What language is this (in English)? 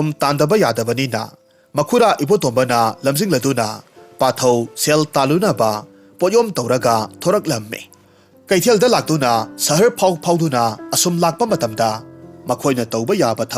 Manipuri